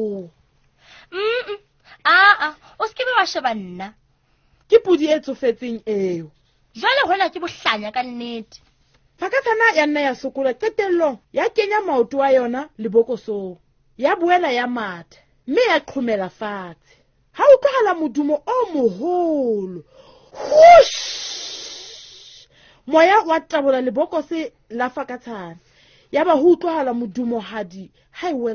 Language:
Southern Sotho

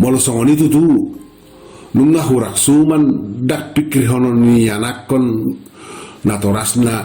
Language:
Batak Toba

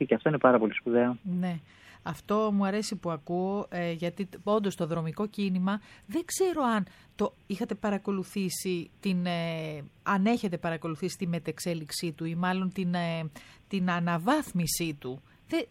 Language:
Greek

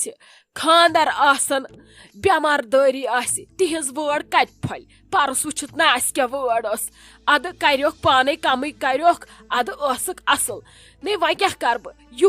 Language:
Kashmiri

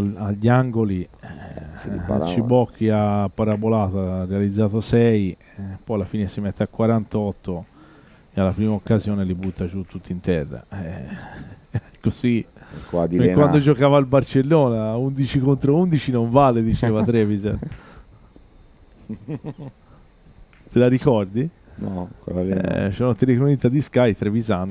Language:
Italian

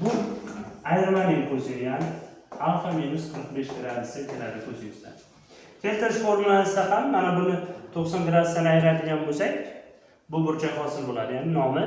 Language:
Uzbek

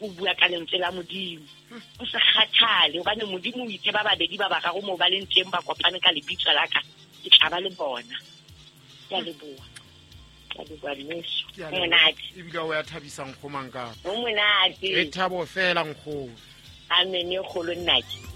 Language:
Southern Sotho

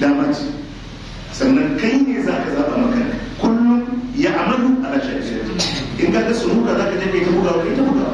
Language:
Hausa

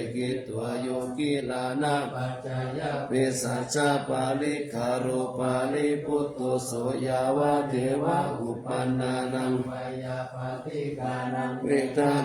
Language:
Pali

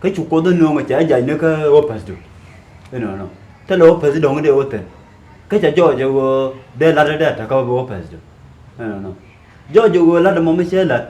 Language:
Nuer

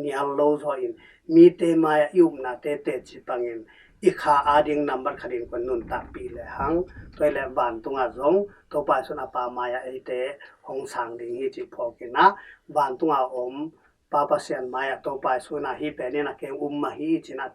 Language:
Tedim Chin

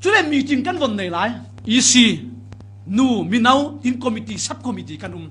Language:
Falam Chin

